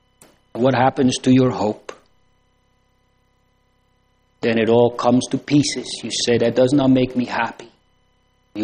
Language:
English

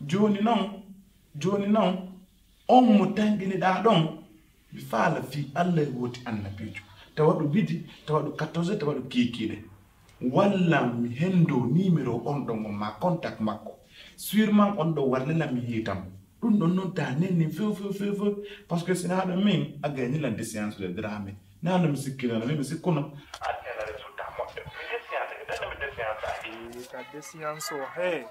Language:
Pular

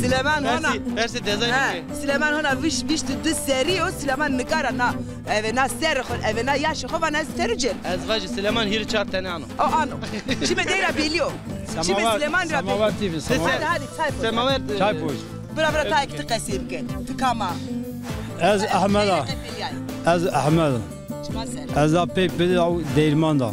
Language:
Zaza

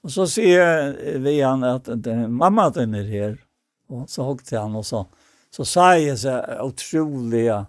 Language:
Faroese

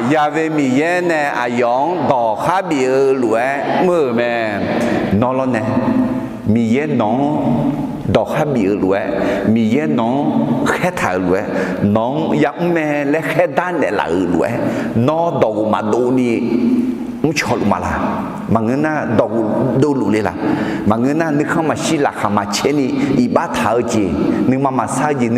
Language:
Akha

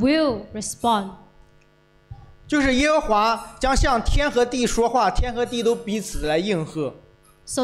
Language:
Chinese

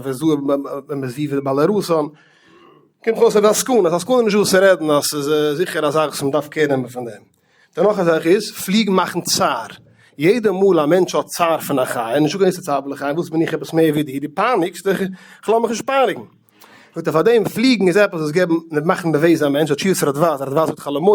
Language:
Yiddish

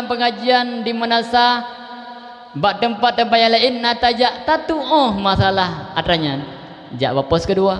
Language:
Achinese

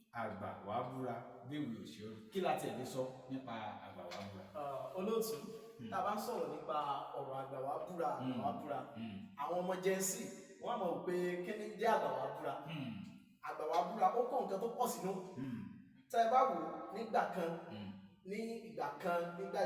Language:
Yoruba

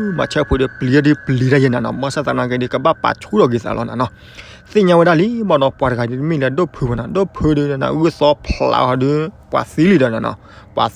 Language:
S'gaw Karen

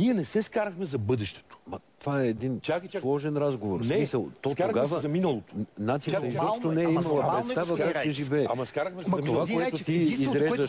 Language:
Bulgarian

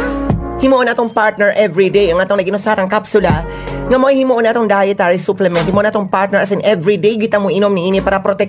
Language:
Cebuano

